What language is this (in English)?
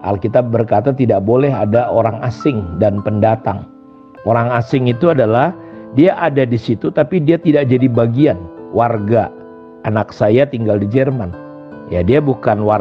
Indonesian